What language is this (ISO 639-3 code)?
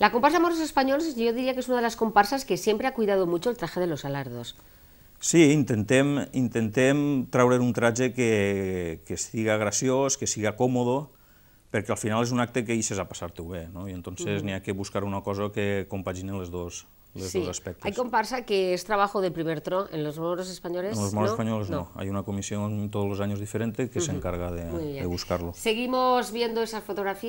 cat